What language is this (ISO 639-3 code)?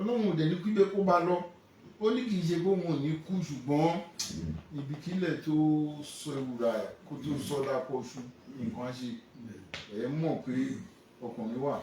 yor